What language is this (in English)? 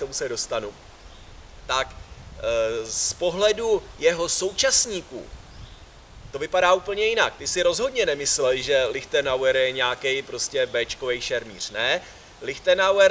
Czech